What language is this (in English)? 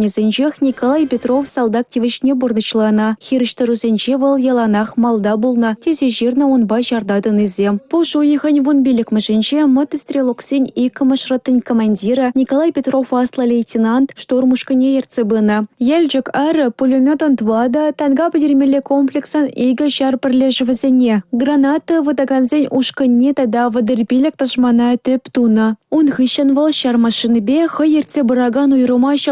Chuvash